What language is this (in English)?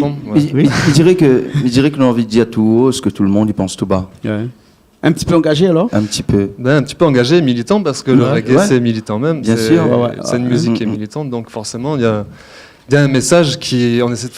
Réunion Creole French